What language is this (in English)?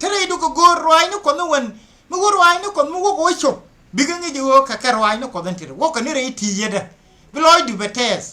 Nuer